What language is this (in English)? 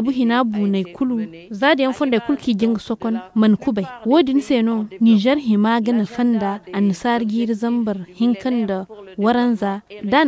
Zarma